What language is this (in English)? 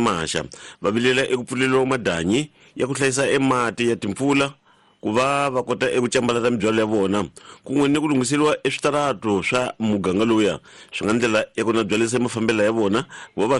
Tsonga